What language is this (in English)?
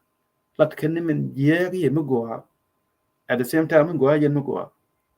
Nuer